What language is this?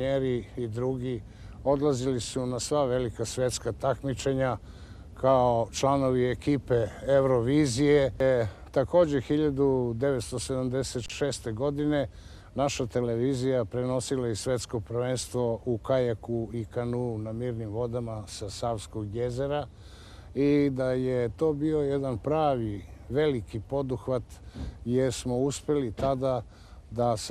Serbian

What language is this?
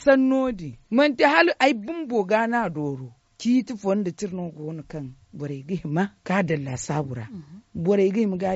Zarma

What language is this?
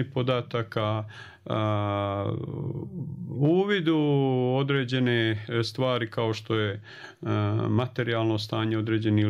Bosnian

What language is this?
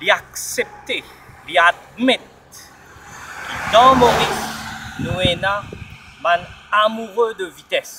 Morisyen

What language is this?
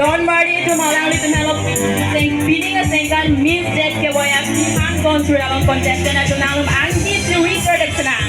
Karbi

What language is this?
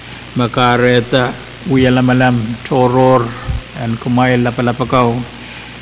Pohnpeian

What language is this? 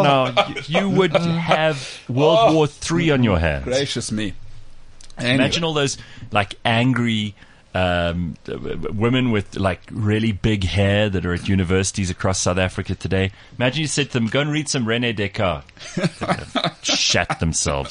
English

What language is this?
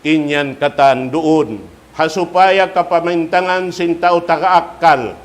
Tausug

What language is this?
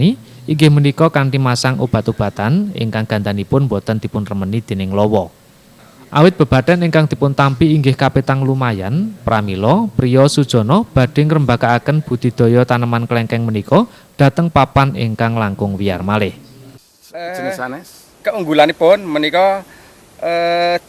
Javanese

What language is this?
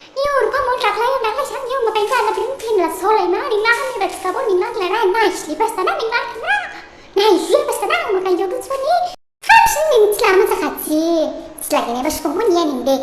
Dimasa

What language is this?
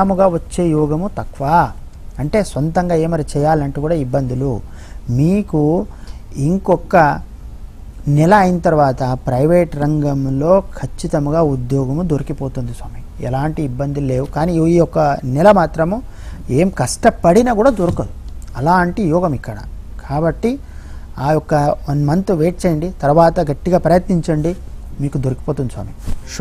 Telugu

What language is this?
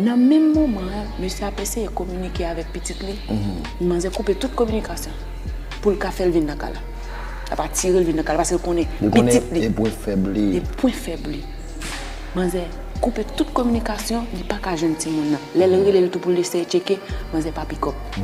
Haitian Creole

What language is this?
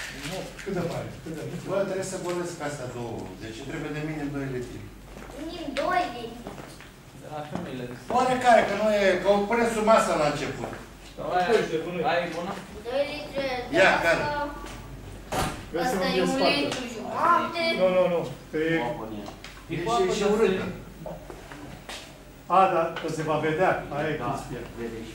Romanian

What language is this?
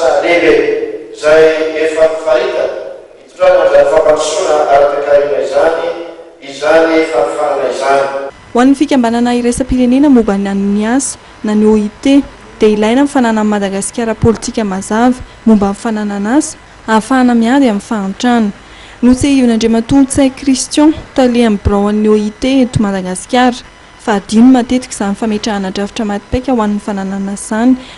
Malagasy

